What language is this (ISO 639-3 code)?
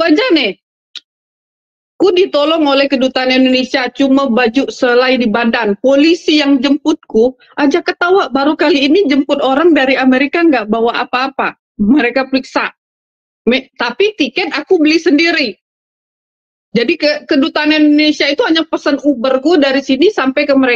ind